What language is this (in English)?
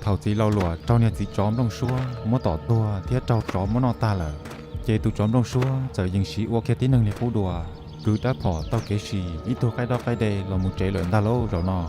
Hmong